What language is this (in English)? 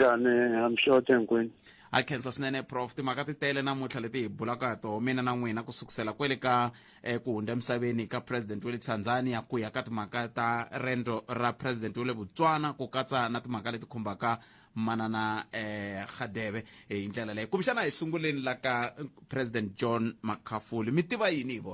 Tsonga